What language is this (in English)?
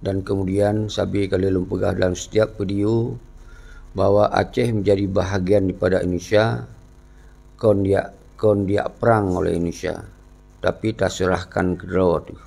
Achinese